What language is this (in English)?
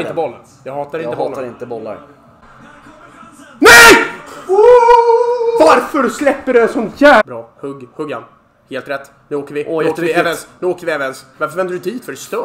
Swedish